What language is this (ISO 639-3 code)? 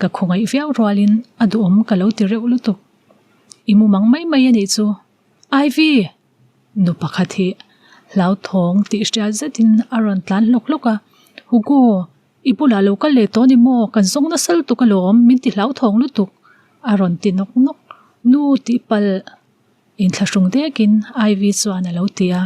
lus